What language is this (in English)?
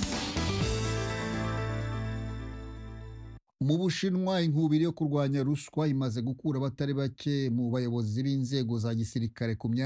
Kinyarwanda